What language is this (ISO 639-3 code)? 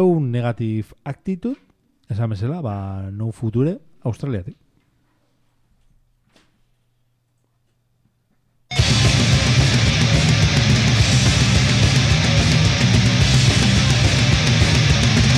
eus